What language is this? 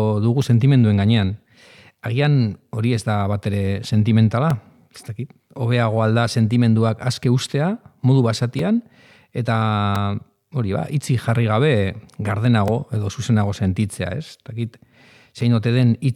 Basque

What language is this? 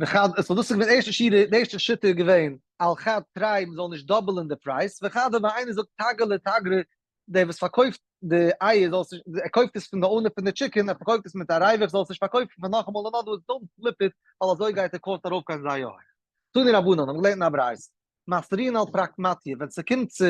Yiddish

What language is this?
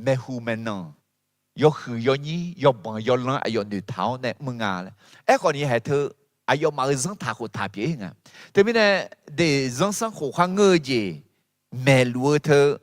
Akha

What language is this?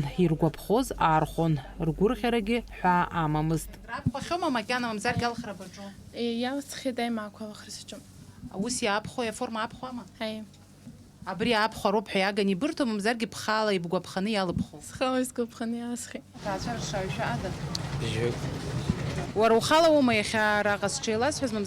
Abkhazian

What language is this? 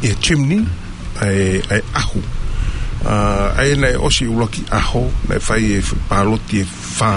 Tongan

